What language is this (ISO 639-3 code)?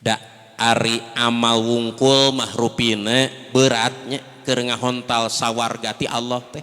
sun